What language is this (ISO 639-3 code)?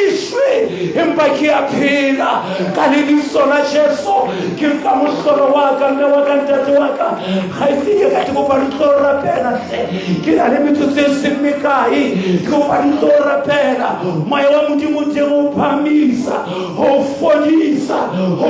sot